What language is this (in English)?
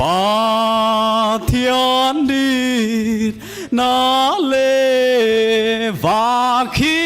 Paite Chin